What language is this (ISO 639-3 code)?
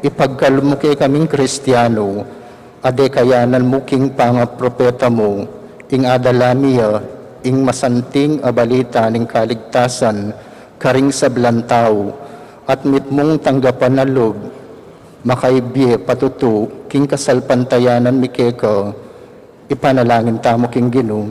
pam